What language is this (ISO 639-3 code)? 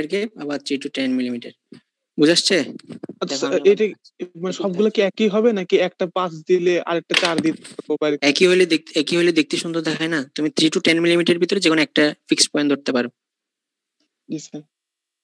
ben